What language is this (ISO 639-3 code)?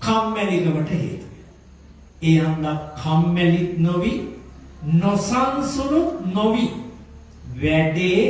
sin